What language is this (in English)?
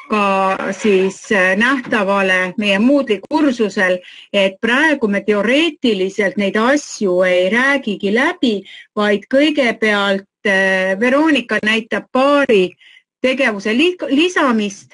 Estonian